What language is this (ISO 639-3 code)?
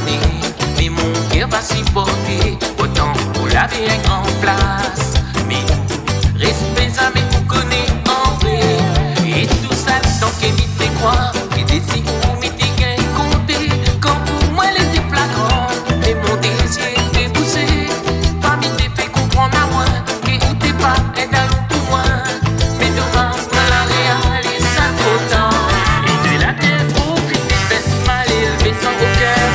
rcf